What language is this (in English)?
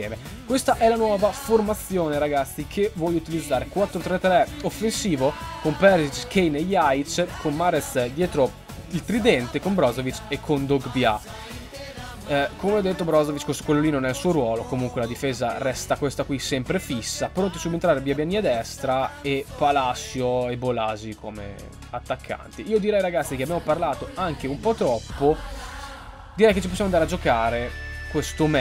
Italian